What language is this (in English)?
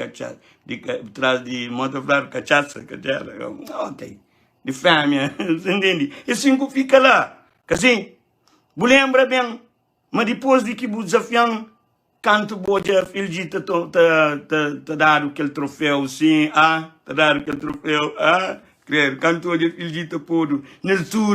Kabuverdianu